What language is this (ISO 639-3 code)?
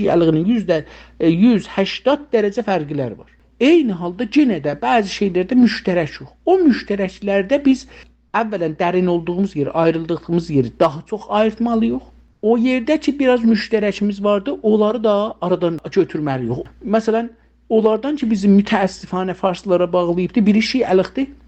azb